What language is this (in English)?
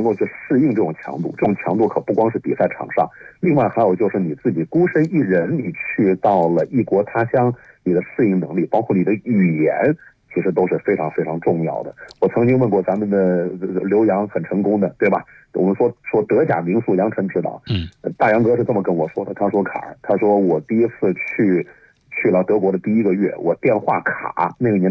Chinese